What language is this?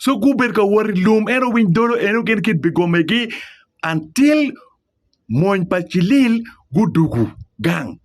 Acoli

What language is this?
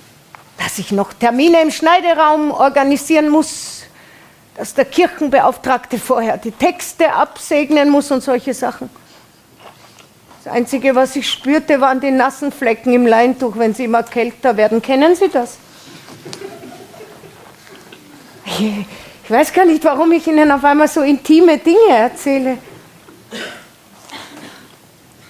German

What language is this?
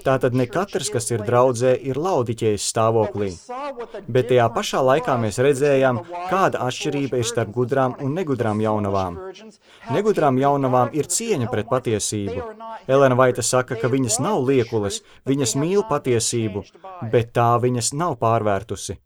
Latvian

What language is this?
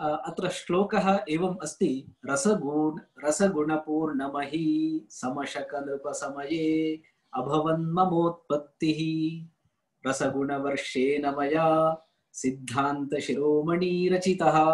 Sanskrit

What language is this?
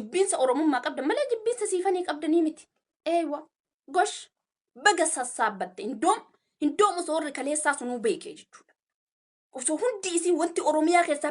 Oromo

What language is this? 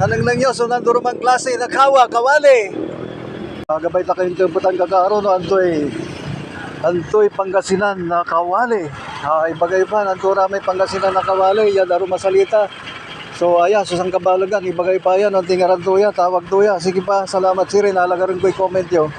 Pangasinan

